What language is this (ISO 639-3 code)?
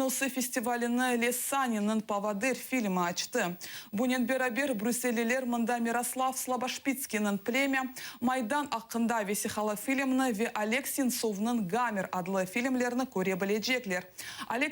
crh